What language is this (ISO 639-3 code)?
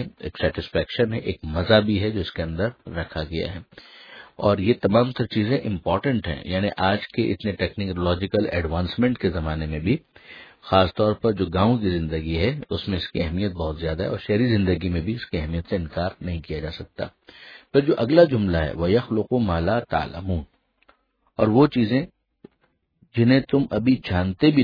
urd